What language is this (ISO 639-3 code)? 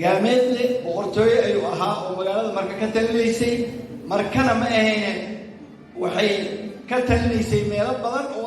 som